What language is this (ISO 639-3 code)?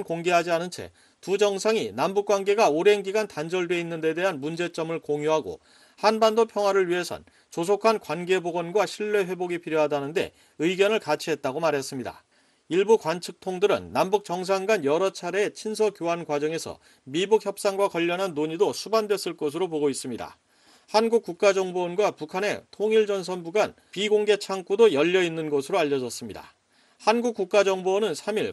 kor